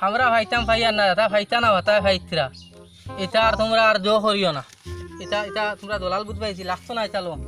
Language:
Sylheti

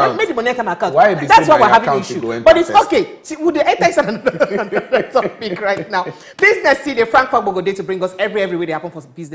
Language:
Nigerian Pidgin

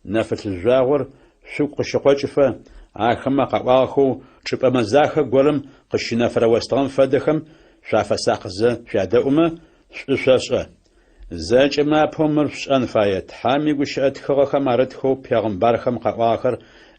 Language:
Adyghe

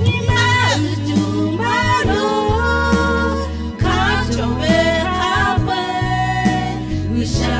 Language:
Lahu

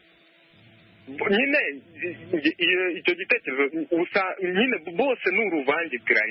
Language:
Kinyarwanda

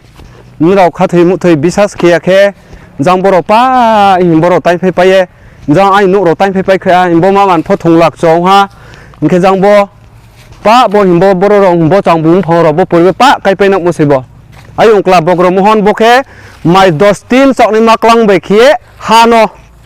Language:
Riang (India)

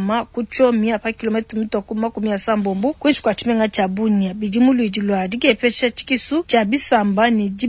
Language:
Luba-Lulua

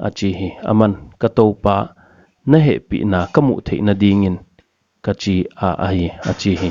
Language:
Paite Chin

